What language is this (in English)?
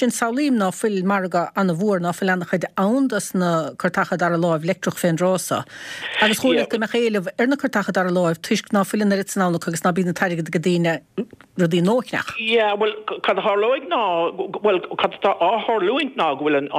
Irish